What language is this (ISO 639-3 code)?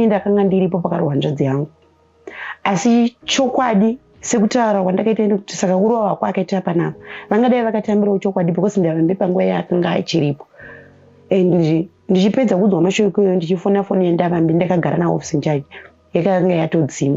sna